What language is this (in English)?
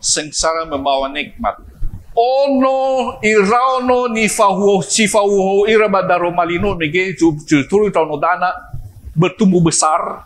Nias